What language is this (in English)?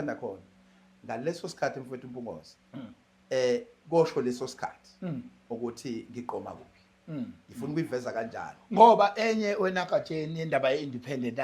Zulu